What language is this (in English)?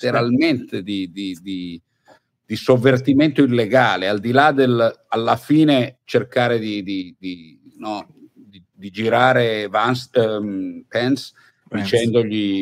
Italian